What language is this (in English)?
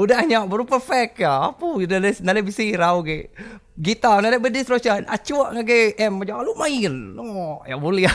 Iban